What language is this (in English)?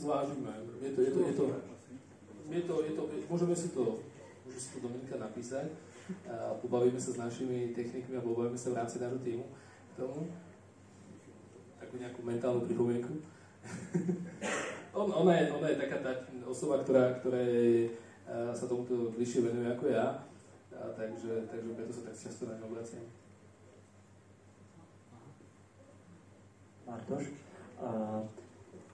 Slovak